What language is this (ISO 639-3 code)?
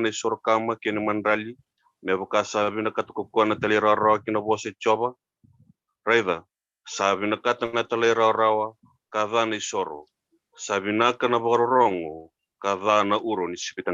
fij